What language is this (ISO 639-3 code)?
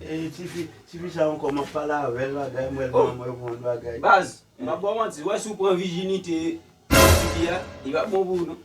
hat